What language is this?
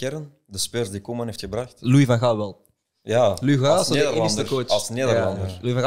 Dutch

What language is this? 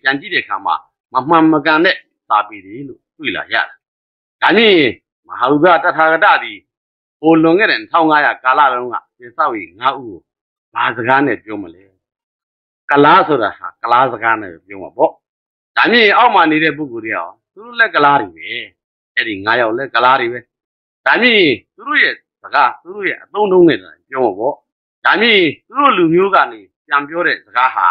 Burmese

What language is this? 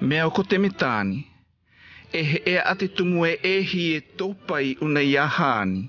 South Marquesan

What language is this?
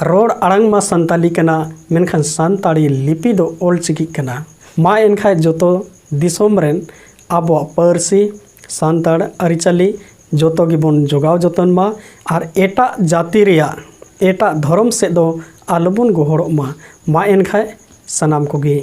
Santali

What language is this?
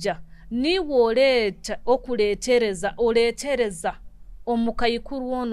Nyoro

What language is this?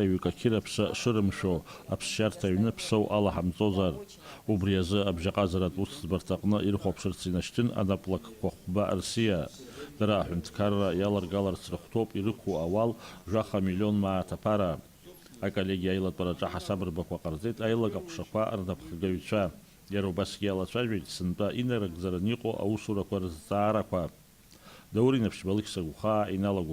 Abkhazian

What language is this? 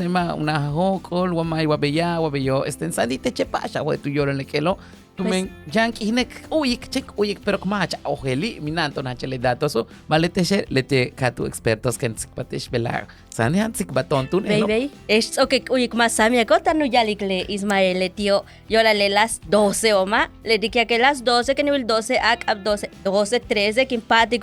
Yucateco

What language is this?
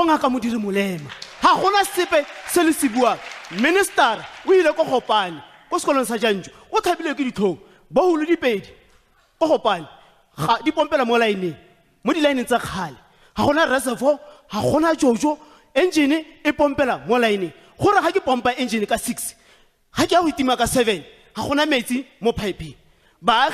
Tswana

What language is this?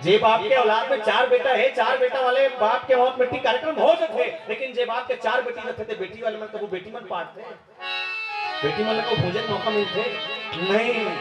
Chhattisgarhi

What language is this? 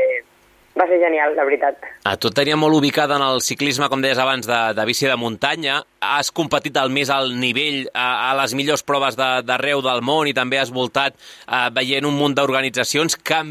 Catalan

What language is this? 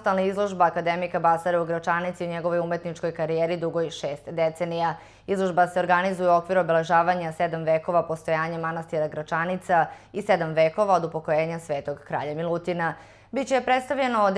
Serbian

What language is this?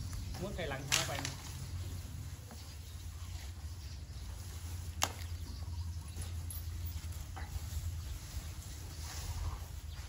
Thai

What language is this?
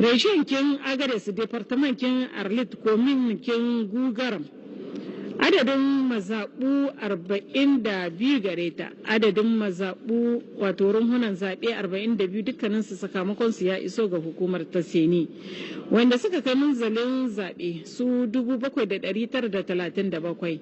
Hausa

